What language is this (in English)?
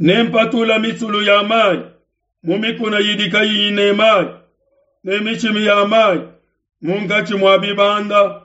Luba-Lulua